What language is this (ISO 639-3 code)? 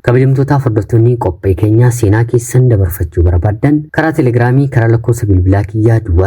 orm